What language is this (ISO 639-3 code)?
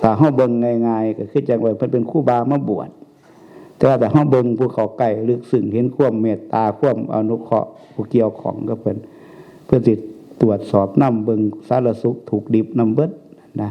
tts